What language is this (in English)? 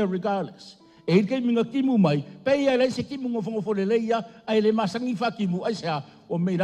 Samoan